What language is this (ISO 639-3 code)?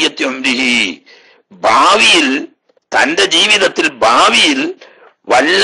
mal